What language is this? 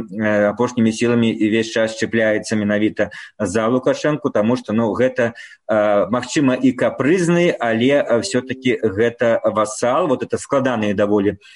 Belarusian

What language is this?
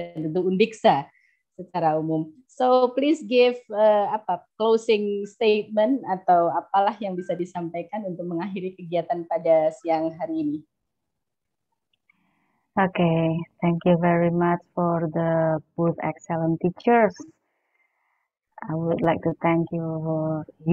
Indonesian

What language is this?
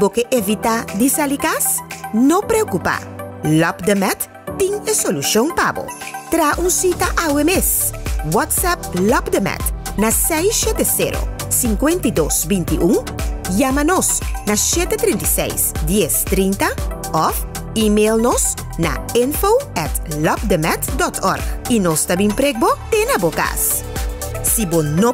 Papiamento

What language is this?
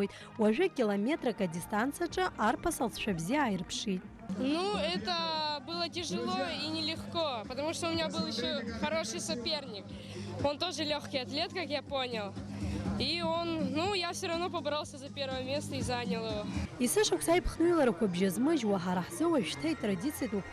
Abkhazian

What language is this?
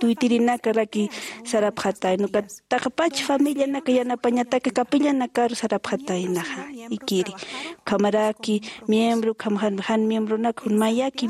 Aymara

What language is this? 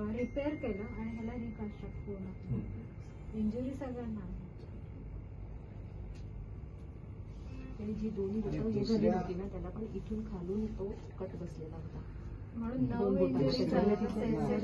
Marathi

